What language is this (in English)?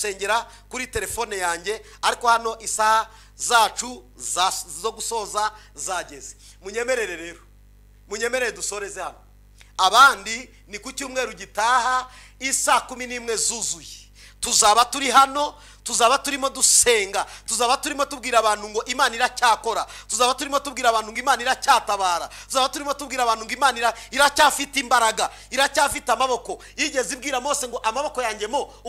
Kinyarwanda